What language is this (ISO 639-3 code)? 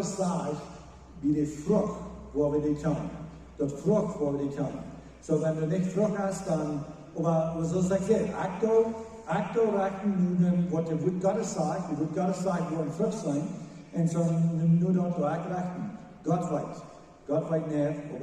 pdt